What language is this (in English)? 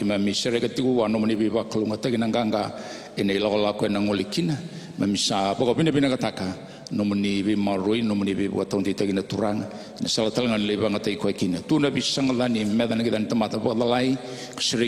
Fijian